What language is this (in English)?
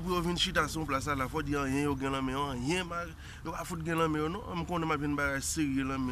Haitian Creole